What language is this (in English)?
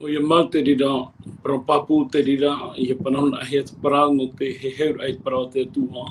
Tahitian